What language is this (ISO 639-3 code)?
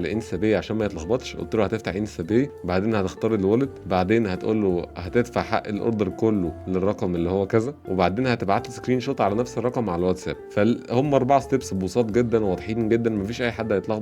arz